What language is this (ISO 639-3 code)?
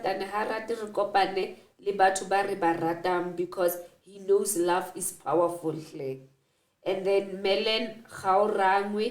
sot